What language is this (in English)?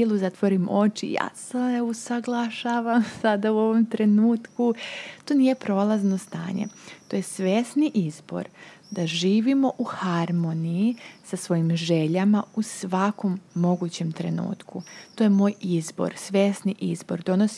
Serbian